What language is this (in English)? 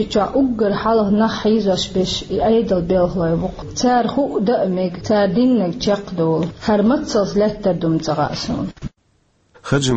Chechen